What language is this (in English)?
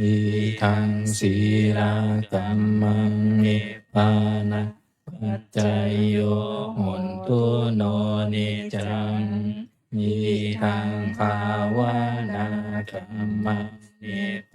Pali